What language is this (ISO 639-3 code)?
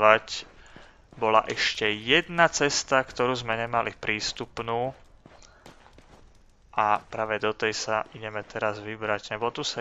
slk